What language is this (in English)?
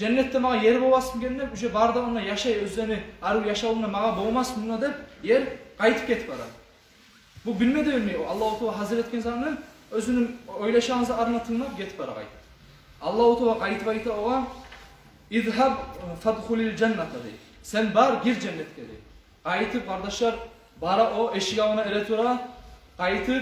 Kumyk